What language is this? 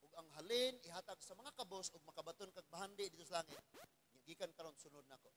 Cebuano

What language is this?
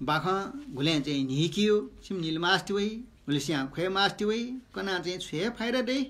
Newari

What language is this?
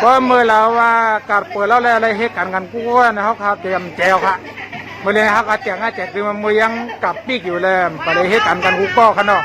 Shan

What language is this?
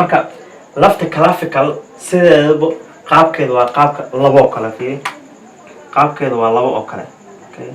Somali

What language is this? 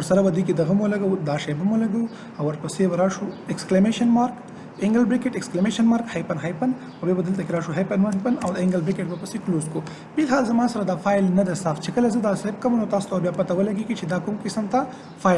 Pashto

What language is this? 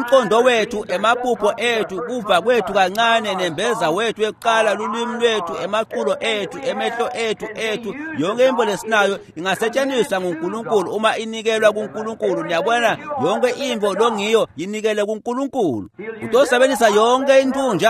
Swati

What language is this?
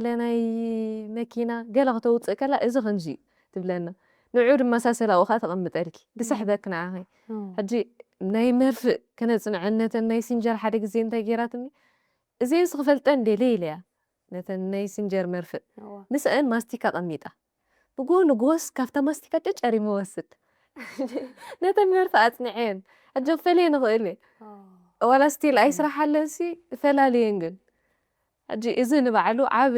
Tigrinya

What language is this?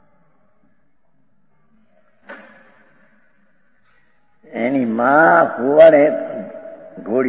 Gujarati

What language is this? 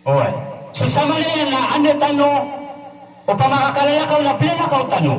Maranao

